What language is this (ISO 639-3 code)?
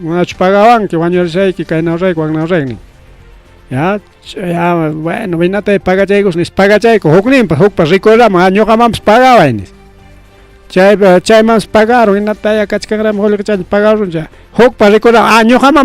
quy